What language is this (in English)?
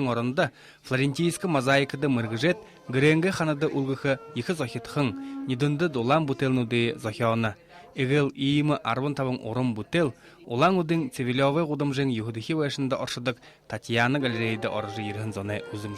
Buriat